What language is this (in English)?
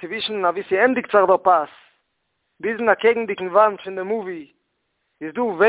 Yiddish